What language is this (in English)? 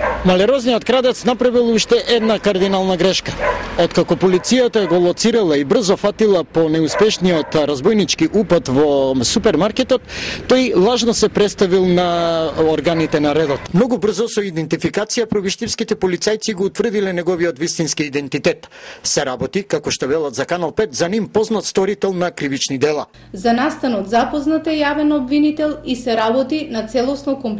Macedonian